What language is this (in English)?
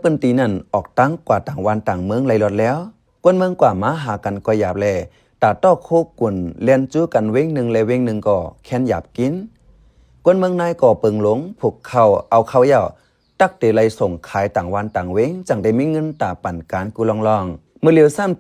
Shan